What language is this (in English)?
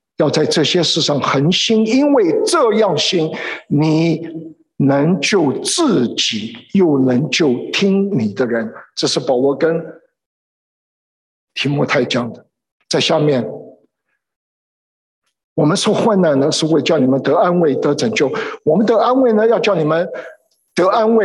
Chinese